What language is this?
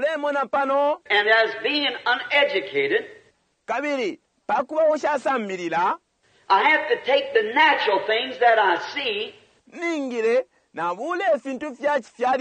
Bemba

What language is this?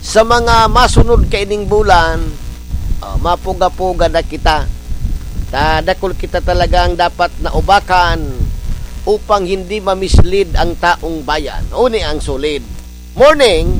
Bikol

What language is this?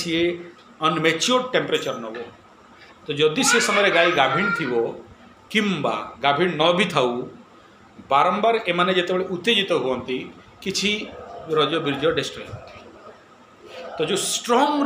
Odia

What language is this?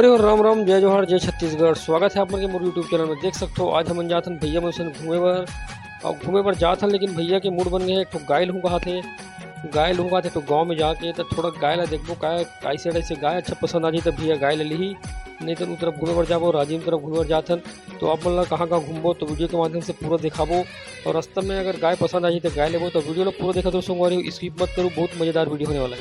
Chhattisgarhi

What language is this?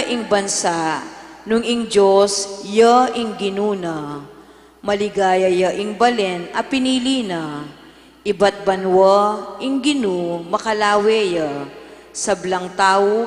Pampanga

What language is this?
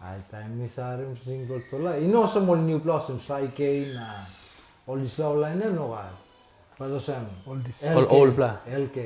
Tok Pisin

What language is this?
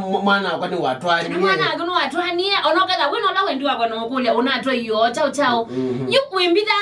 Kamba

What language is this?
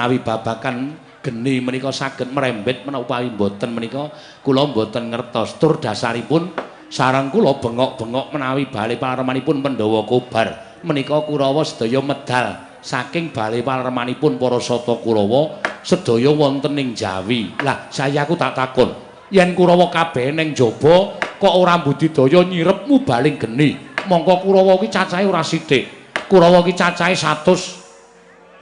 Javanese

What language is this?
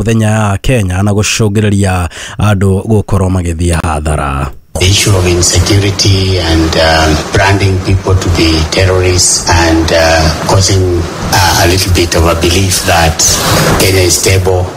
Kikuyu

